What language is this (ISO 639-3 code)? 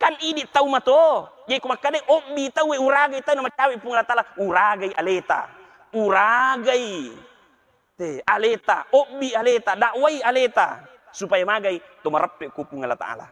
bug